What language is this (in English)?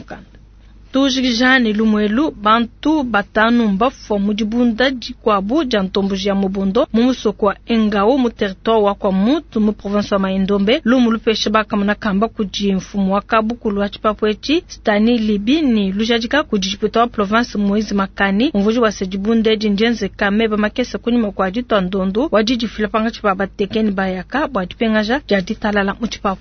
Luba-Lulua